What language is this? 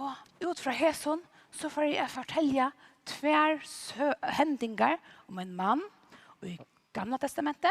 Faroese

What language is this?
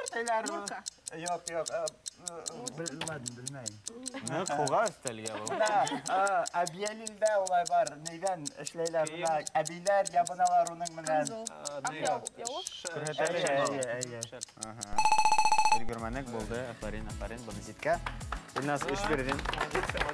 Bashkir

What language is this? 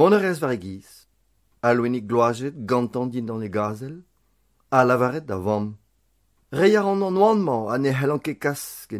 Breton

